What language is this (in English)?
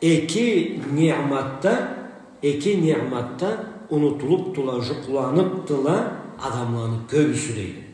Karachay-Balkar